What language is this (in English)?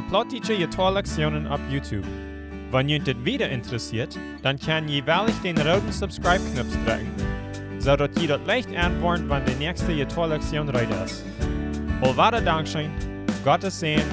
Plautdietsch